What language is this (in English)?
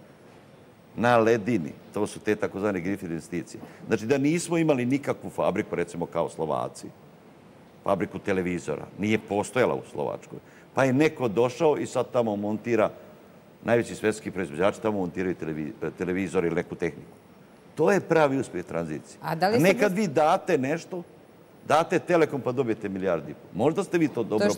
Serbian